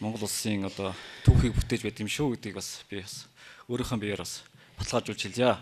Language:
Mongolian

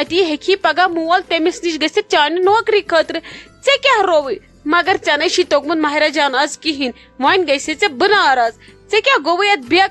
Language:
Kashmiri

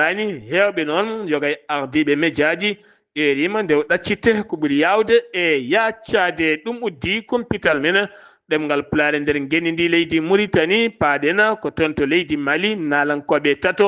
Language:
Fula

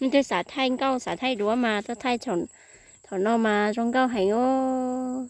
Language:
Hmong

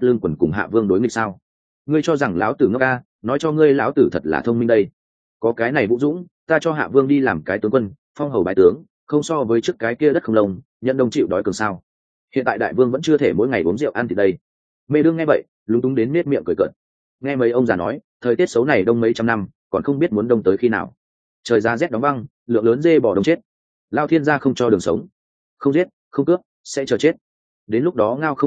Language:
Vietnamese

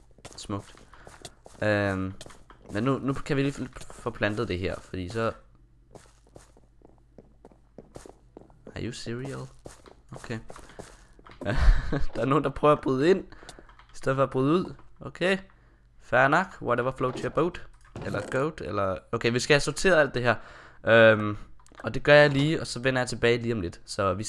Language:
Danish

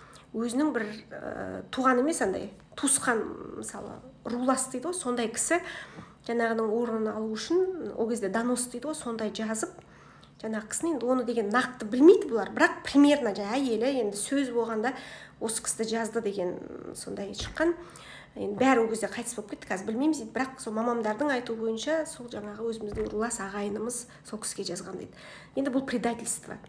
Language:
Kazakh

